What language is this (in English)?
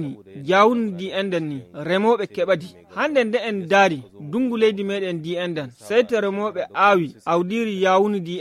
Fula